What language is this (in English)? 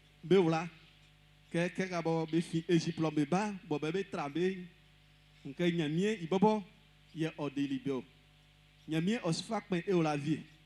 Baoulé